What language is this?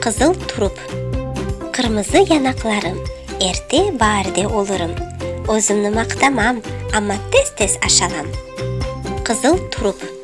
Crimean Tatar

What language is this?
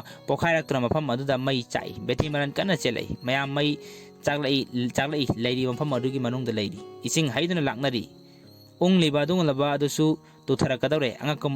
Manipuri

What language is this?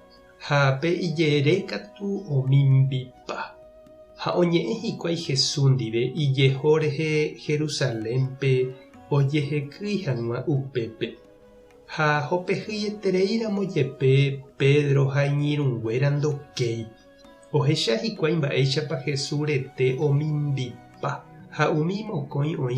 Guarani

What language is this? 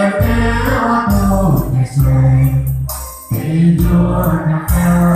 Hmong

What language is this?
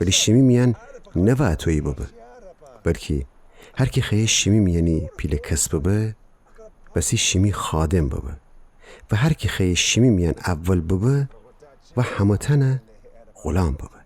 Gilaki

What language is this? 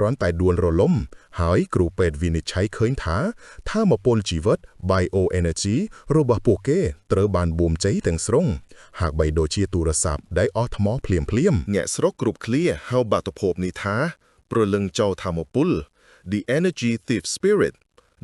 Khmer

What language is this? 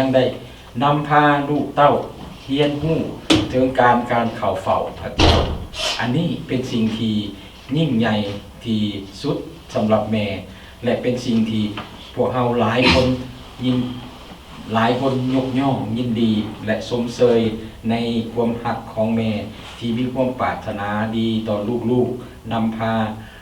Lao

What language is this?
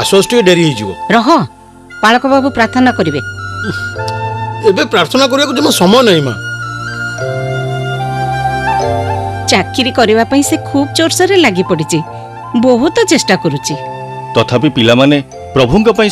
Odia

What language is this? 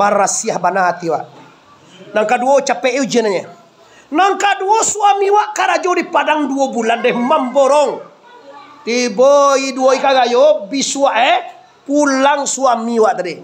Minangkabau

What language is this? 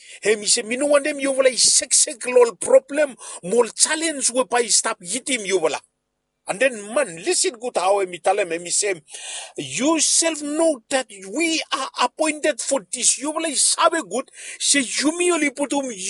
Bislama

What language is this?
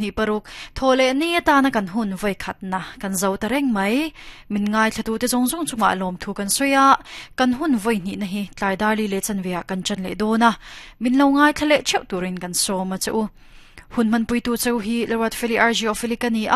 Mizo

